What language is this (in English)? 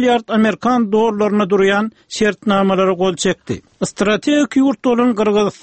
Turkmen